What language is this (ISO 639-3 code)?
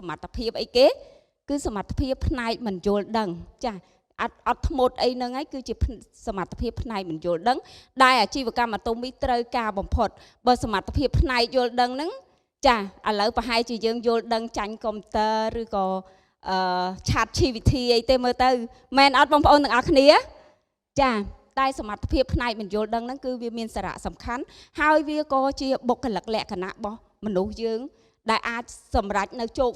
khm